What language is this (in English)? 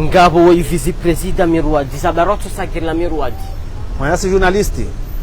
Ngazidja Comorian